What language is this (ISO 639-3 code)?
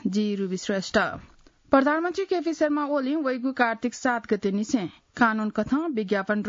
new